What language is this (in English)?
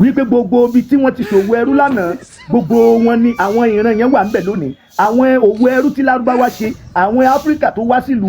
Yoruba